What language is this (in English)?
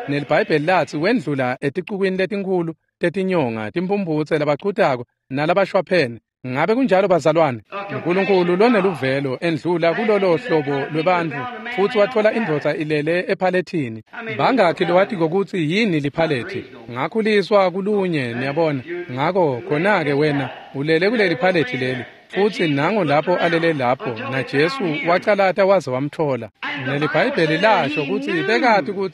Swati